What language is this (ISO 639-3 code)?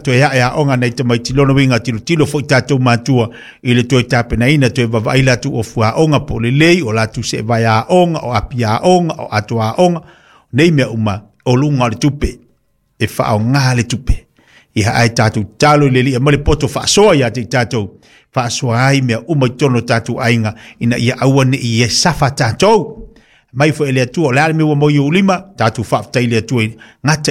smo